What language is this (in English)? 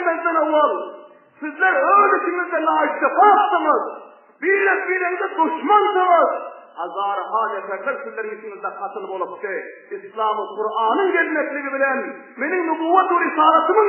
Turkmen